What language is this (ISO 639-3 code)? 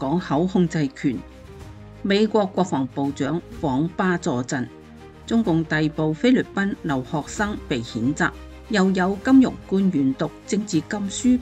yue